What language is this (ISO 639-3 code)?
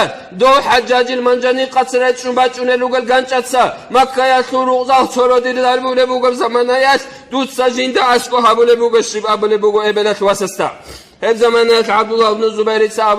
ava